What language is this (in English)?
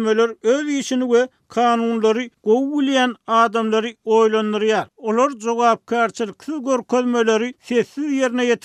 Turkmen